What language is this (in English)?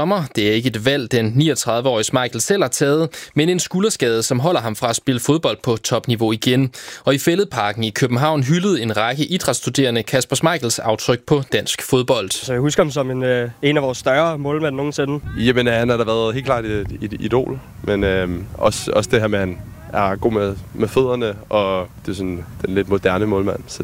Danish